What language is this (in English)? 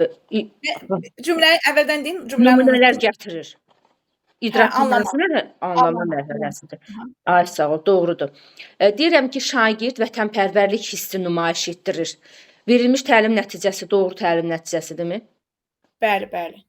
Azerbaijani